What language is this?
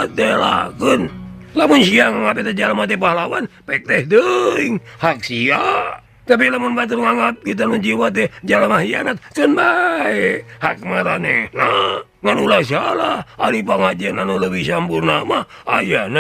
Sundanese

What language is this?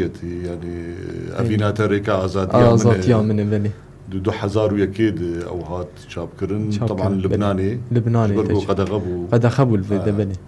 Kurdish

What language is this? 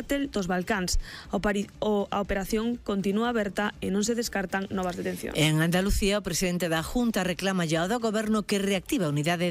Galician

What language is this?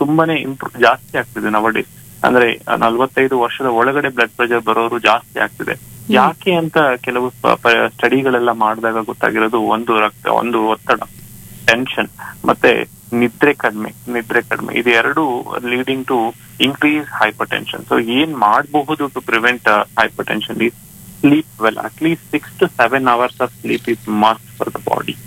Kannada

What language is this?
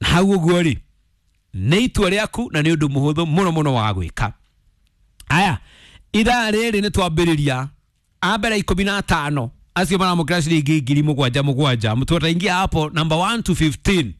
Kikuyu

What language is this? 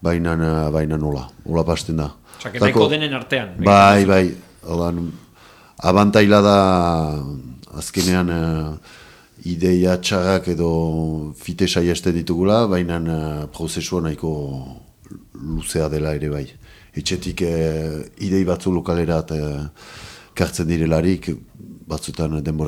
Basque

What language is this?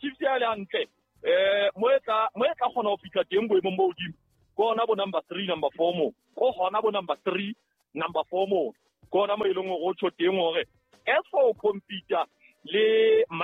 Southern Sotho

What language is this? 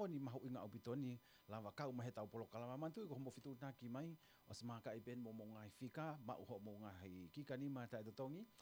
Tongan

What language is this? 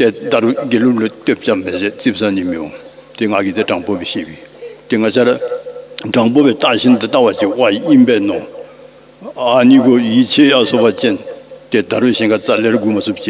Tibetan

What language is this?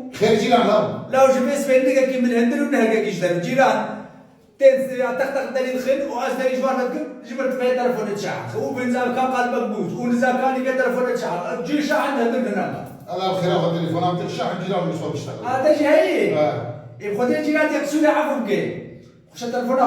Kurdish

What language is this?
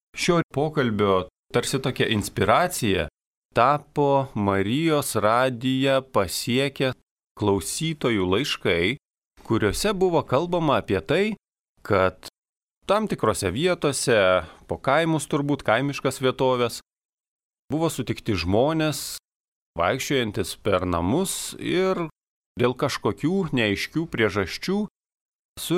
Lithuanian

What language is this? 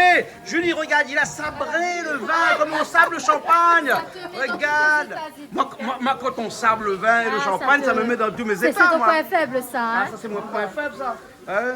Réunion Creole French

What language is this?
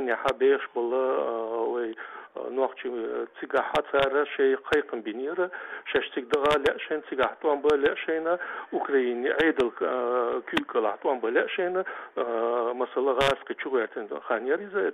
Chechen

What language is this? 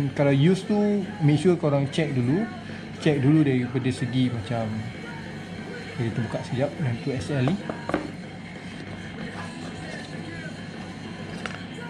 Malay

